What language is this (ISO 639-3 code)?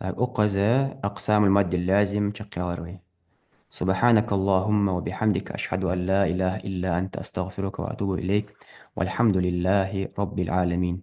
inh